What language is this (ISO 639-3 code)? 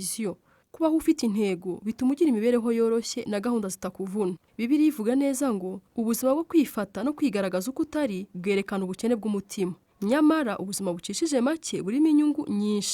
kin